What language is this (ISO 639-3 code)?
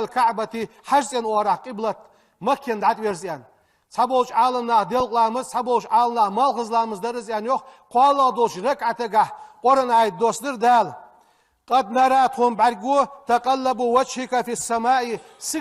inh